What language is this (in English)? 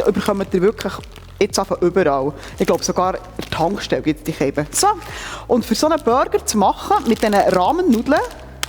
Swiss German